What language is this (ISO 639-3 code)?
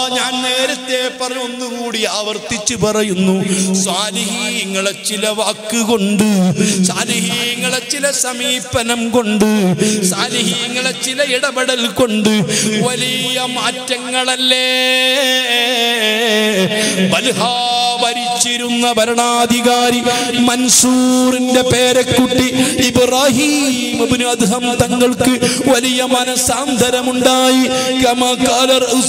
mal